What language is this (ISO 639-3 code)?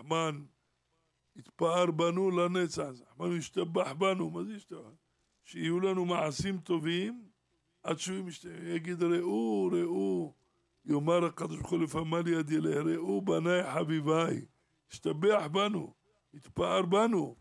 heb